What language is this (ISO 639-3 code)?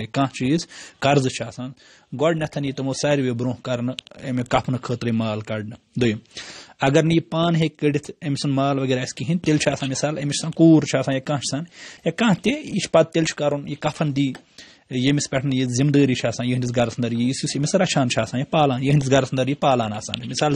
kas